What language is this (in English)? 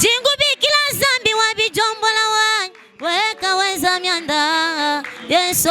Luba-Lulua